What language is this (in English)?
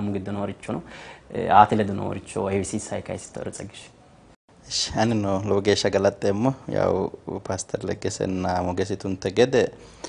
Sidamo